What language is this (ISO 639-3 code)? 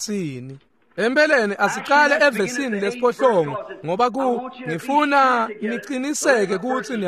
ssw